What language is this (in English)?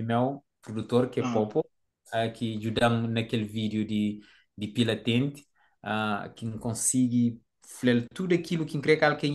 Kabuverdianu